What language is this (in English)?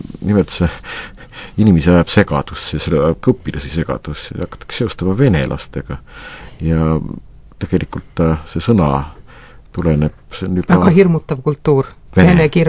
Estonian